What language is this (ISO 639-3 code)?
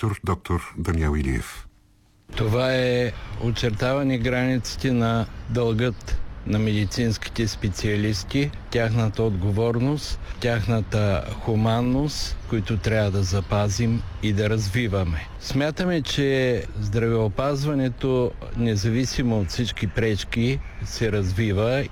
bul